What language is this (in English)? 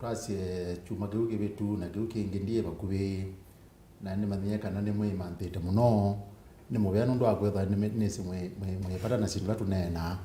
Kamba